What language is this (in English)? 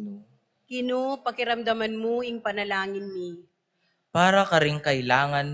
Pampanga